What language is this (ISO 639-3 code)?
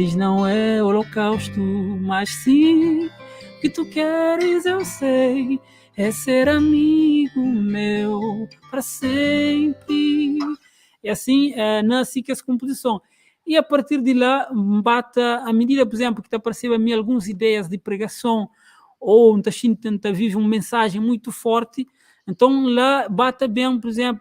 kea